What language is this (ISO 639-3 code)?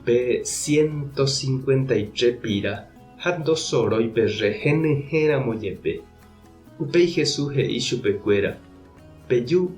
grn